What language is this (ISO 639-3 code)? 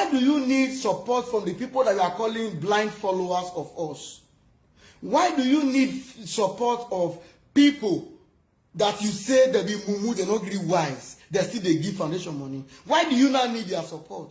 pcm